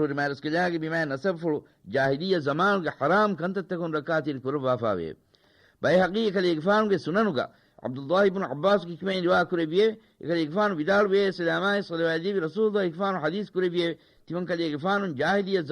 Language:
Divehi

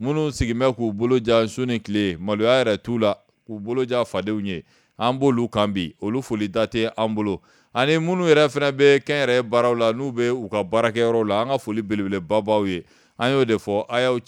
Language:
Bambara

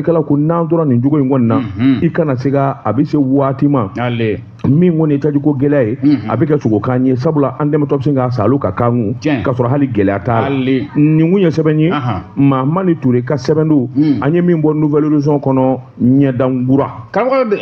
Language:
Bambara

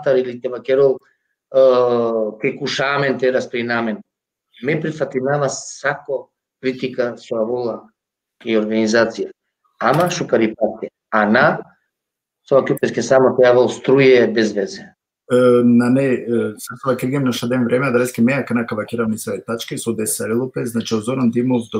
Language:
Balkan Romani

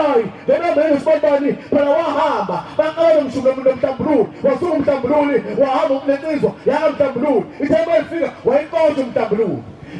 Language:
Zulu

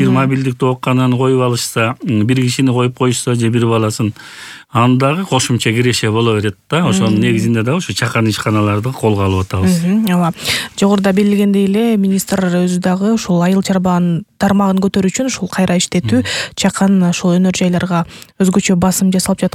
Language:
Kyrgyz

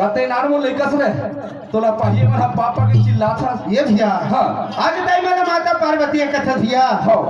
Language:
Chhattisgarhi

